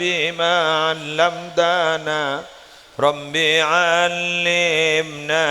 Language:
Madurese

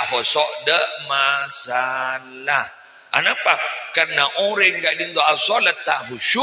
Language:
Madurese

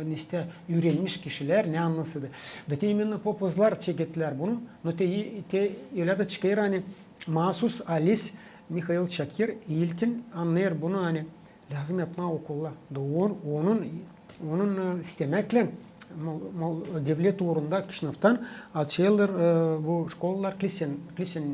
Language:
Gagauz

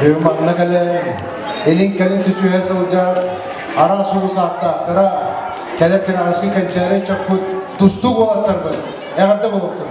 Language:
Yakut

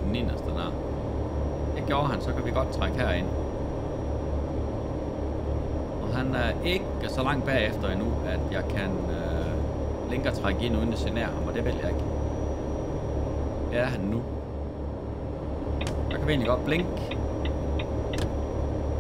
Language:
Danish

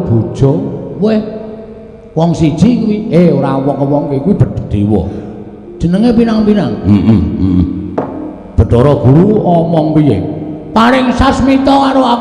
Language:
Javanese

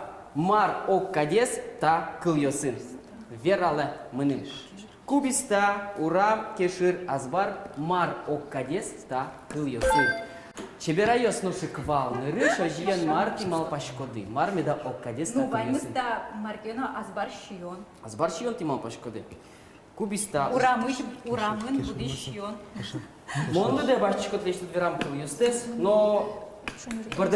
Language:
Udmurt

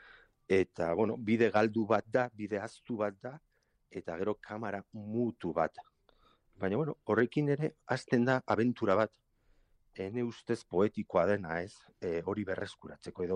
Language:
Basque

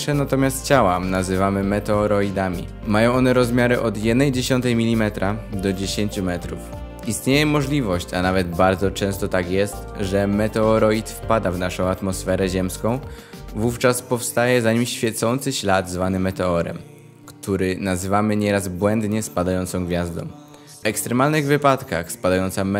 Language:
Polish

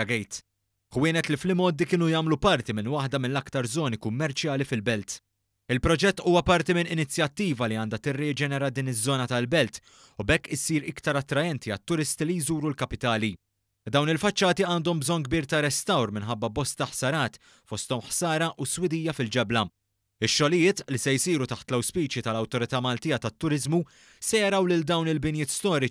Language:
Maltese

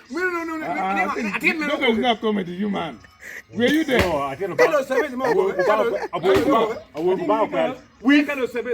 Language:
Acoli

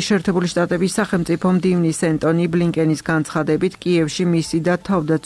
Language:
Georgian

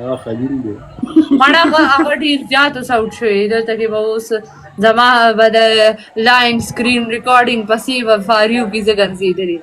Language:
Pashto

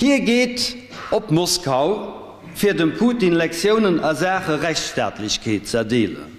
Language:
Luxembourgish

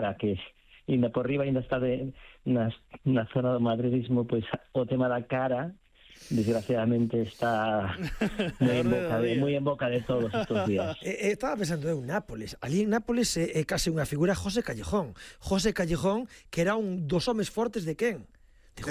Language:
Galician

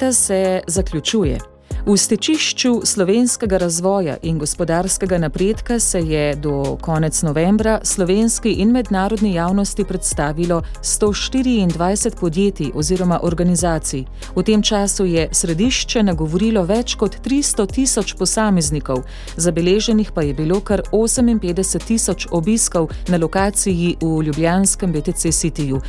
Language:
Slovenian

